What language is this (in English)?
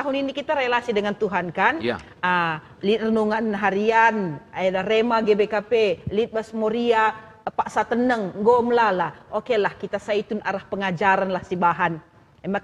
Batak Karo